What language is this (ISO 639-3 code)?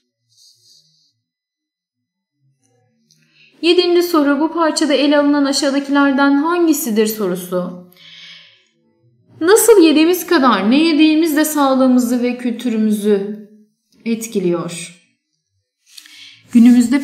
tur